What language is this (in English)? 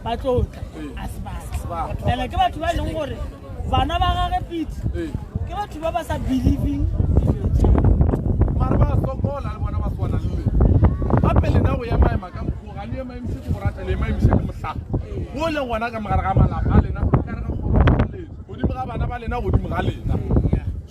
Northern Sotho